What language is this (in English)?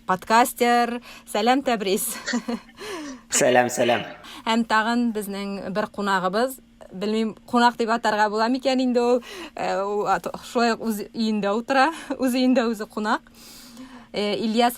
Tatar